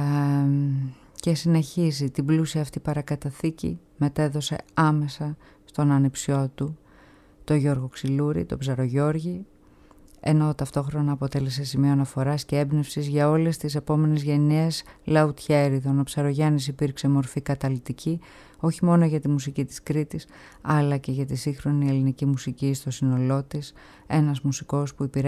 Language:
Greek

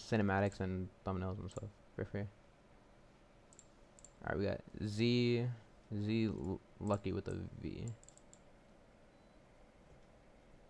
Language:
English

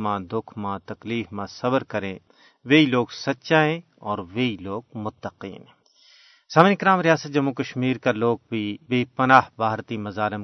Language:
Gujari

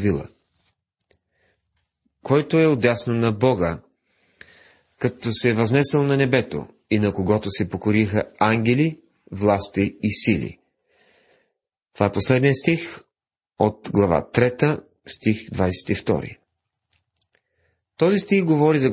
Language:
Bulgarian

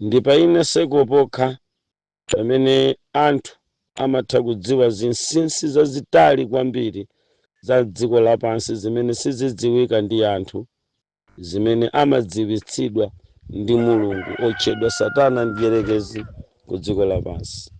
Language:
Nyanja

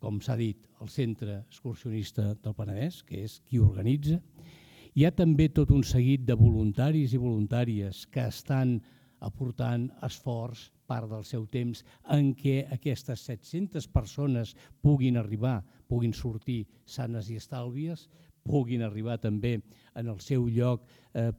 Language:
Catalan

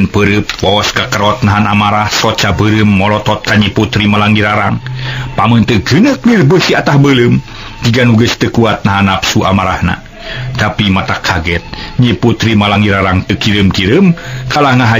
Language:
Sundanese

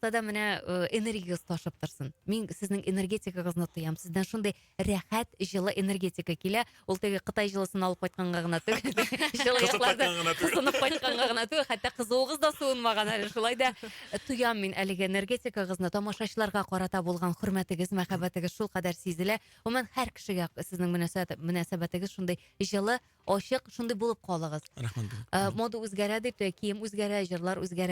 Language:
Tatar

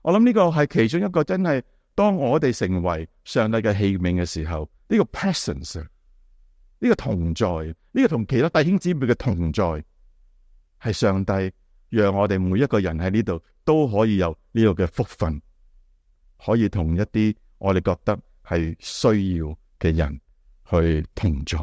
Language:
Cantonese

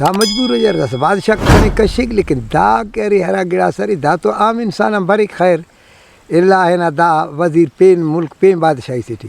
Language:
Brahui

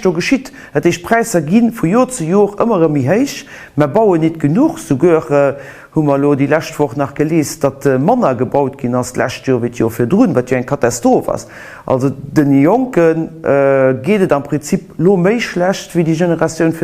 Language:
Luxembourgish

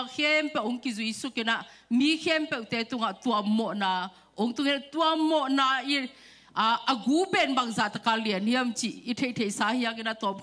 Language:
Tedim Chin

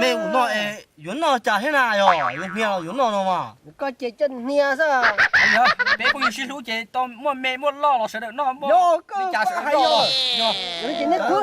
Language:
Hmong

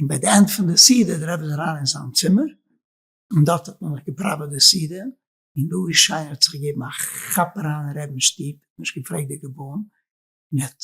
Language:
Yiddish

